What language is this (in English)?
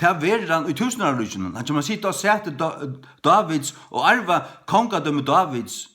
Faroese